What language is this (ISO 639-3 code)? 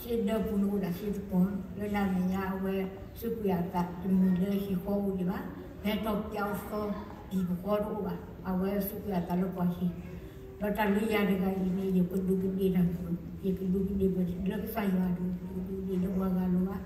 ksw